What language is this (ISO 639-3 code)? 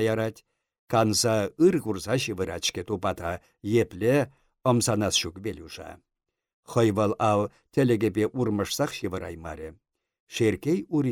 chv